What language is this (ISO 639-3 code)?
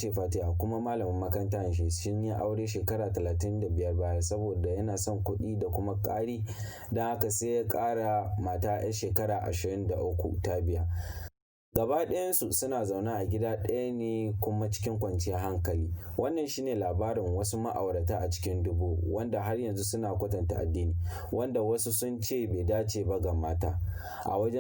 hau